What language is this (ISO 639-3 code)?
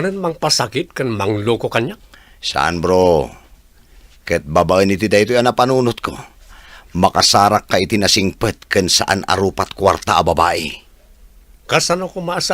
ilo